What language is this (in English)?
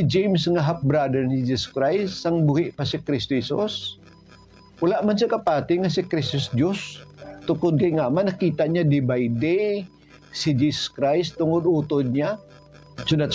Hiligaynon